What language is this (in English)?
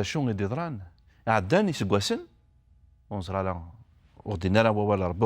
Kabyle